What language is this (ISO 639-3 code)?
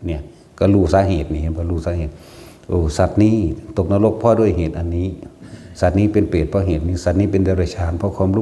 tts